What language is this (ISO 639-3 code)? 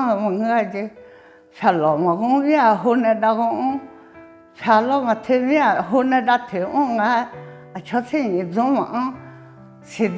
ahk